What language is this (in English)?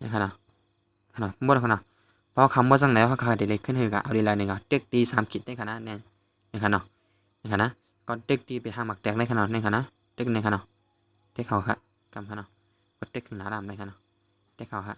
Shan